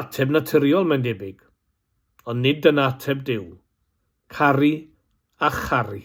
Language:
Welsh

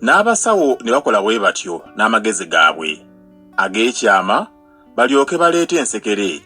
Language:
Ganda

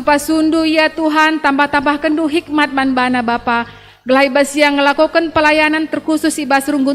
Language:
Batak Karo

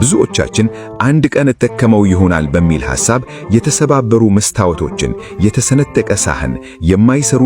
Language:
Amharic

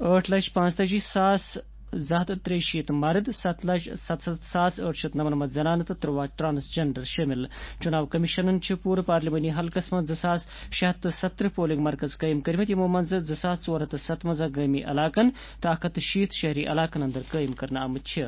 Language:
Kashmiri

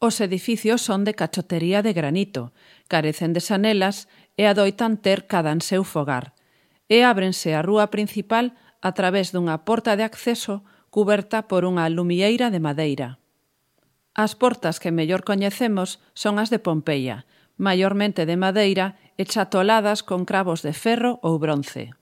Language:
Galician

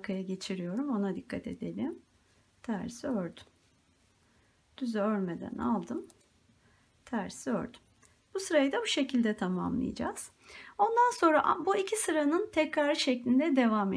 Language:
Turkish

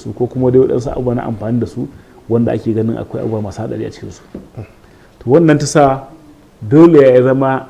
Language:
Hausa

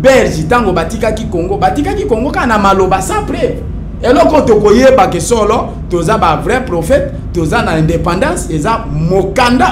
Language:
Lingala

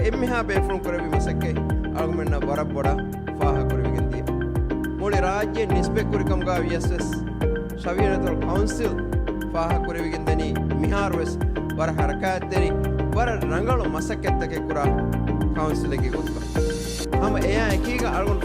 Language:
Divehi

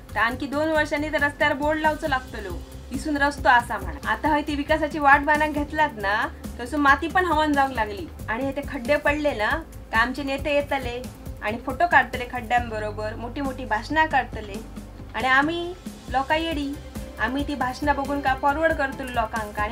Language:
Konkani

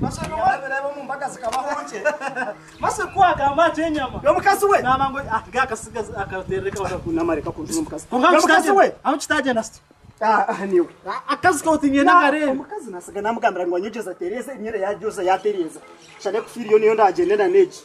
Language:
Nyankole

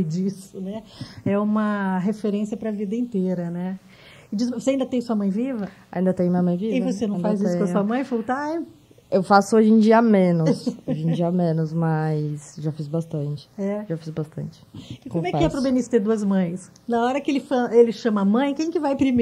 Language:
Portuguese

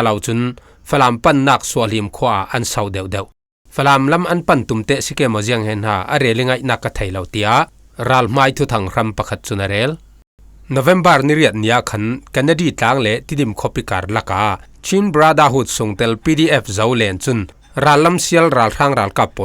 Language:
Falam Chin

